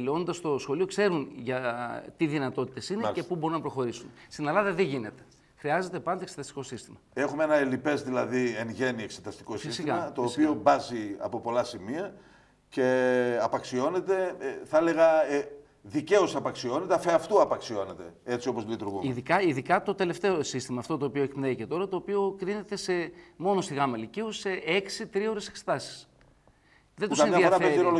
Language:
Greek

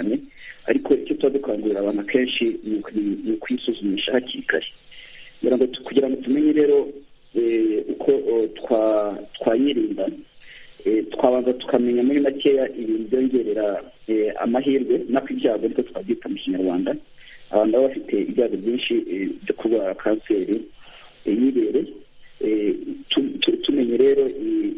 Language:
Kinyarwanda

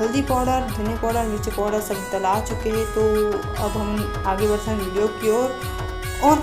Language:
Chhattisgarhi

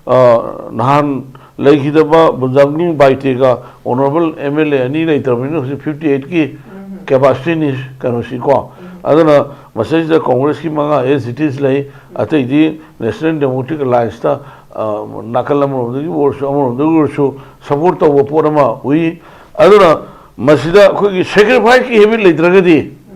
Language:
Manipuri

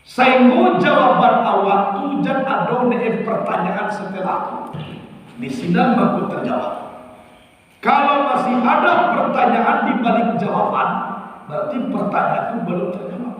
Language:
Minangkabau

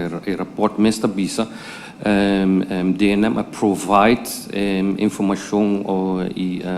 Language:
Papiamento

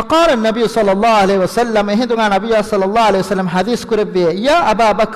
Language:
Divehi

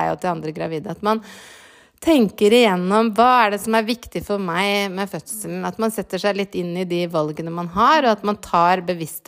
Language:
Norwegian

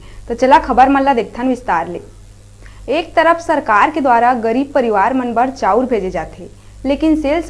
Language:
Chhattisgarhi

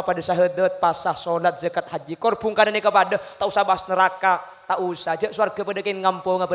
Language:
Madurese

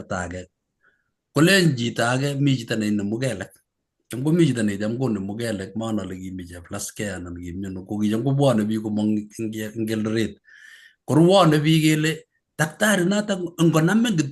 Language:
Kalenjin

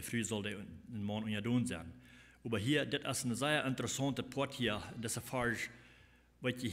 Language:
Plautdietsch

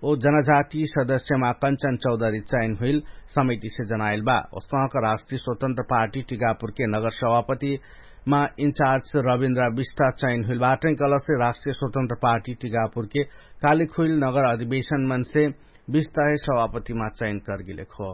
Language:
Dangaura Tharu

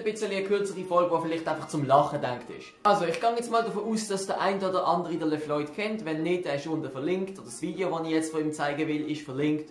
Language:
Swiss German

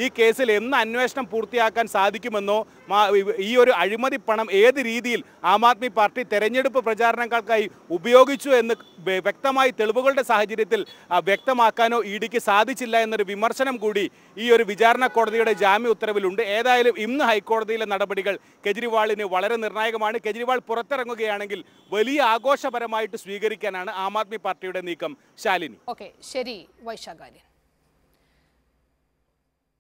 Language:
Malayalam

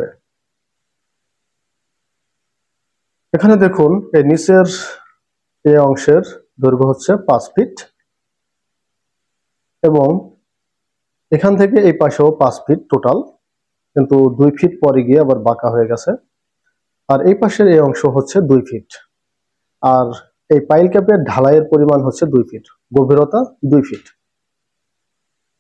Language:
Bangla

